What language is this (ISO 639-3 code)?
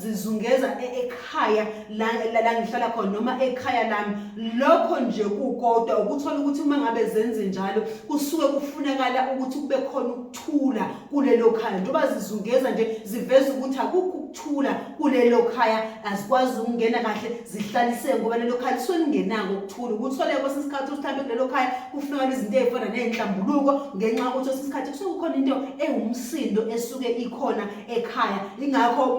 zul